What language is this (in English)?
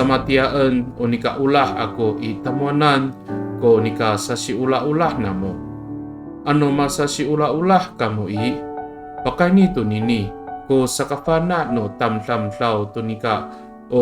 Amis